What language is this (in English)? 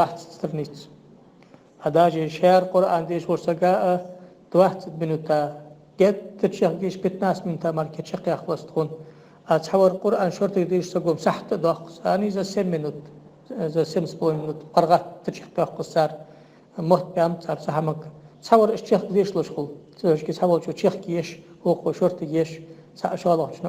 Ingush